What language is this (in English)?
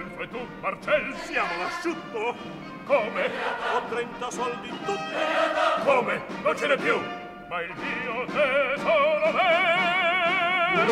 Italian